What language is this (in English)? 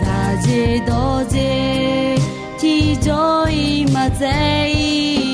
Akha